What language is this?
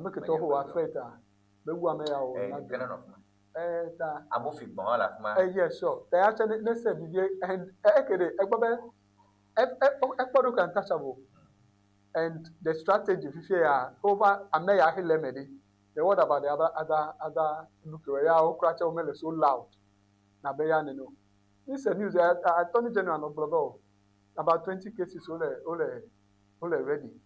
Ewe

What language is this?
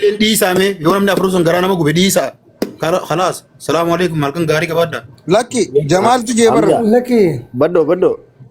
Oromo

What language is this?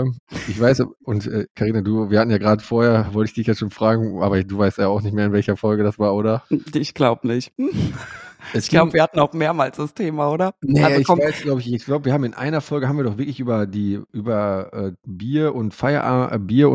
German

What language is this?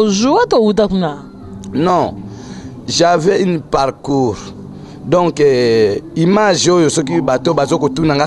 Lingala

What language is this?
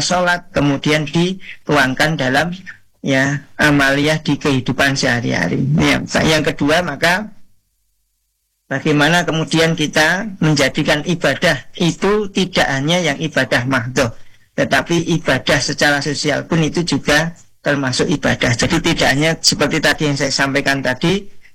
Indonesian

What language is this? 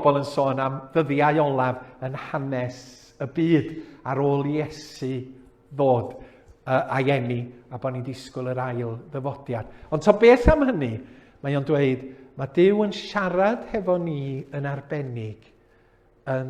Welsh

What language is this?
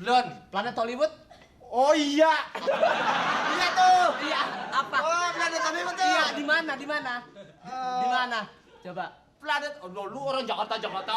Betawi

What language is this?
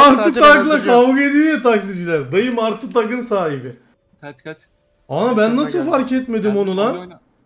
Turkish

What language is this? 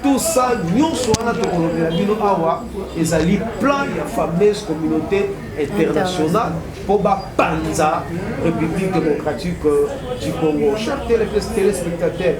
Lingala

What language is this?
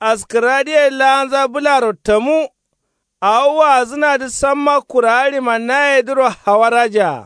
Kanuri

